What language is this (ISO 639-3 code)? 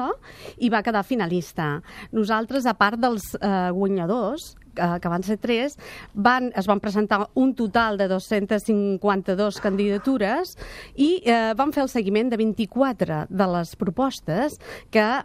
cat